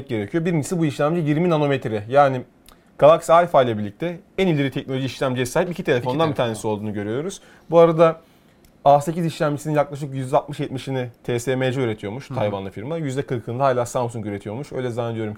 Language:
Turkish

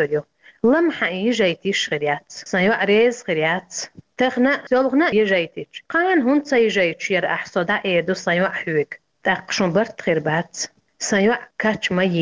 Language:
Chechen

